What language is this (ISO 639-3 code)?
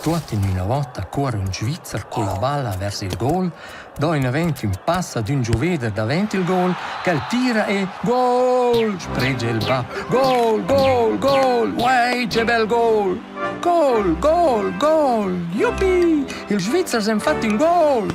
roh